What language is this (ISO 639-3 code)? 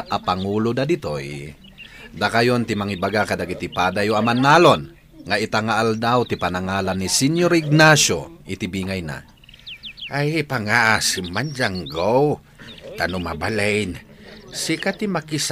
ilo